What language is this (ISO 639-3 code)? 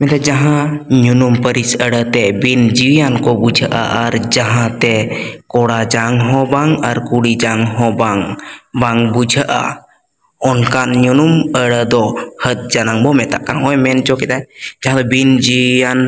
sat